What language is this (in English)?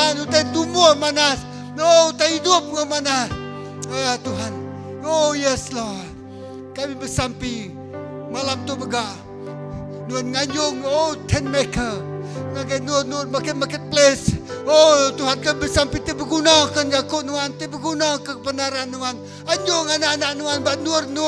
Iban